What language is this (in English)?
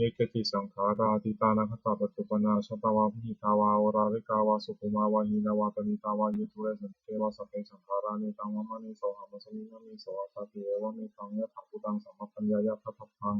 Pali